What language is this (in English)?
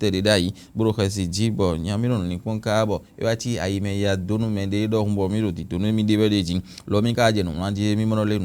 Fon